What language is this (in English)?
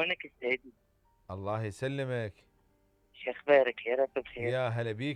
Mesopotamian Arabic